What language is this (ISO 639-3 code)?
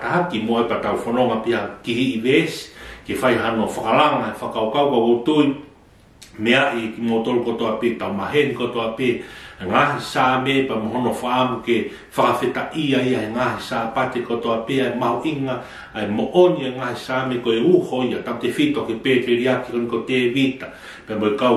ton